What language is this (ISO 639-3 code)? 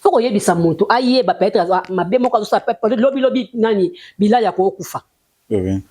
lin